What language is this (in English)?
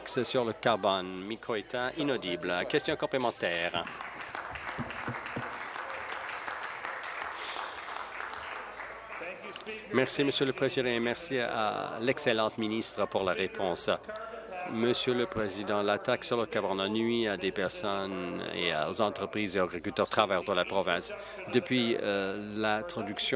French